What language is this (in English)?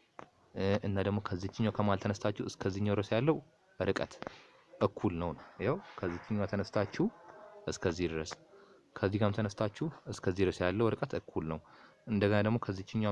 Amharic